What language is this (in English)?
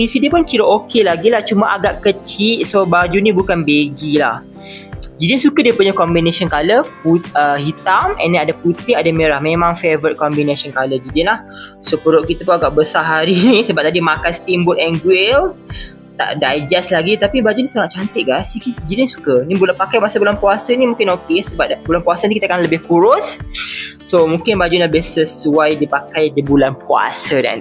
Malay